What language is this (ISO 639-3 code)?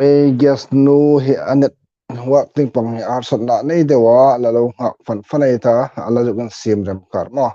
hmr